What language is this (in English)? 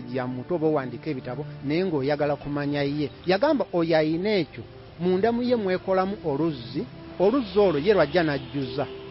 Ganda